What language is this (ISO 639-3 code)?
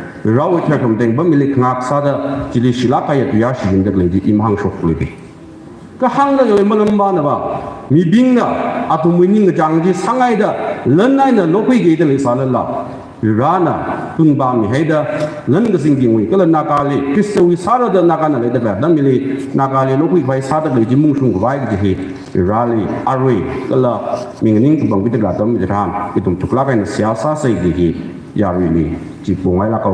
nmf